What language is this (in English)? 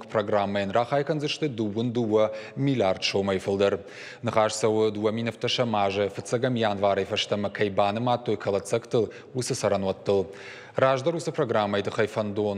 Ossetic